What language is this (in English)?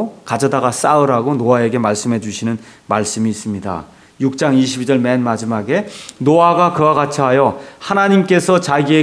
Korean